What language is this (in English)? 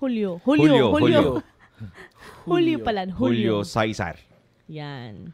Bikol